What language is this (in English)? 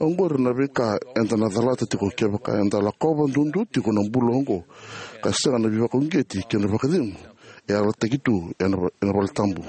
Fijian